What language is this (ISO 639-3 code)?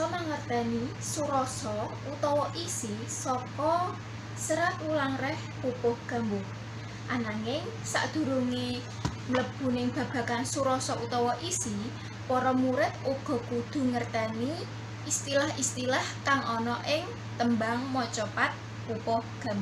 jav